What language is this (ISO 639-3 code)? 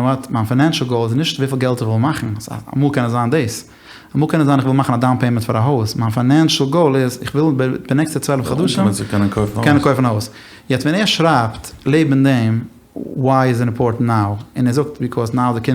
yid